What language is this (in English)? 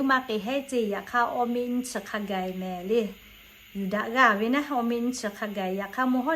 Lahu